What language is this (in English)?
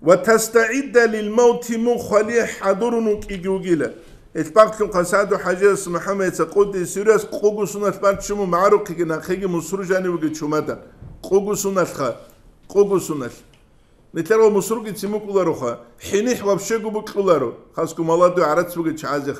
Avaric